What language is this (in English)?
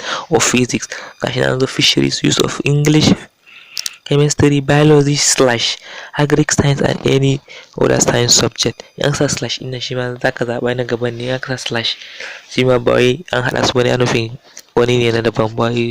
Hausa